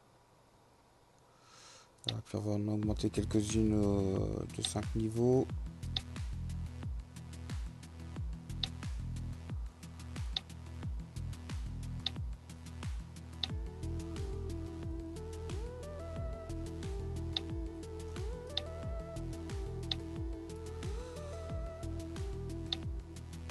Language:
French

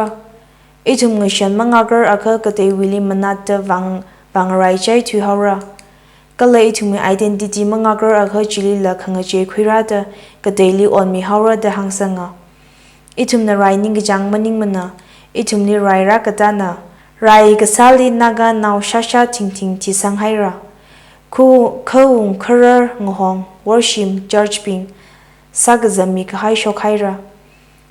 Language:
Tangkhul Naga (India)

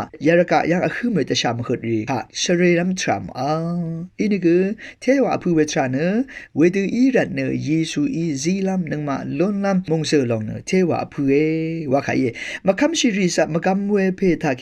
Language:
Rawang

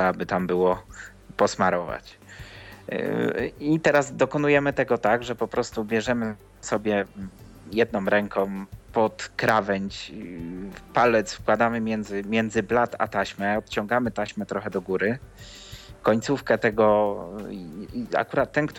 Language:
Polish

